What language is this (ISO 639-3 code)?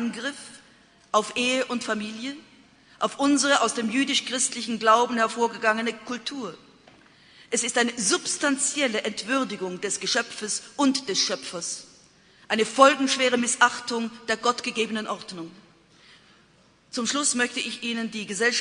deu